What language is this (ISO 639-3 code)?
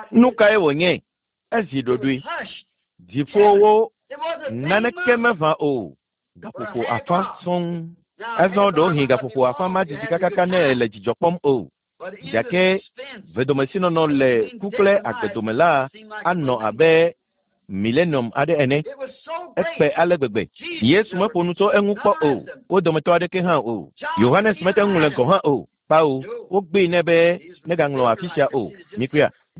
ewe